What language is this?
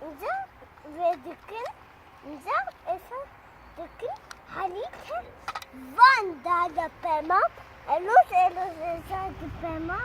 Kurdish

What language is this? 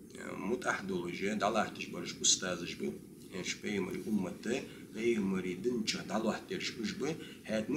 Ingush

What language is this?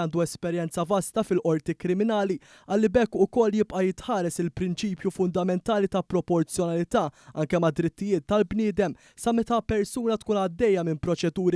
Maltese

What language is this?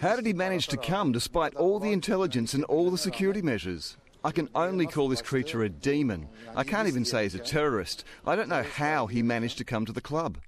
Samoan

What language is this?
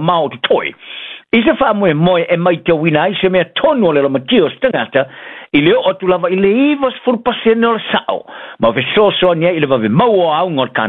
Samoan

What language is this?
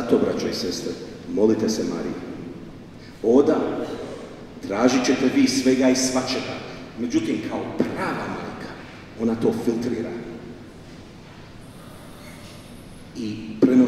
Croatian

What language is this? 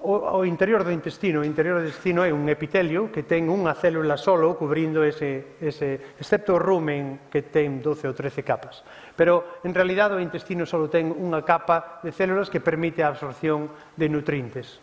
Galician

